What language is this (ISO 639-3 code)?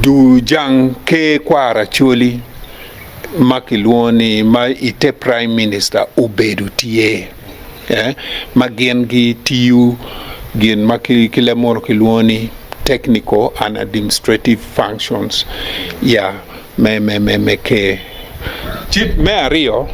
ach